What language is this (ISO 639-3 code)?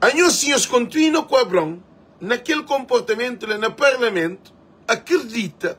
kea